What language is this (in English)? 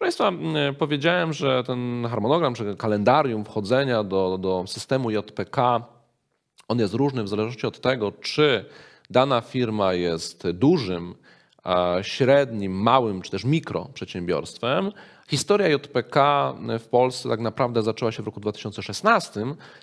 Polish